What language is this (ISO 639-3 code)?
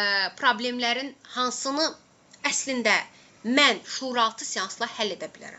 aze